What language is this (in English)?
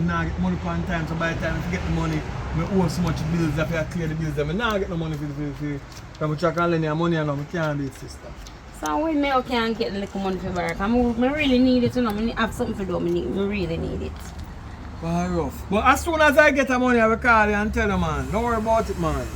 Jamaican Creole English